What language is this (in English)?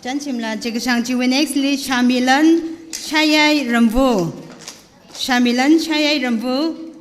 Tangkhul Naga (India)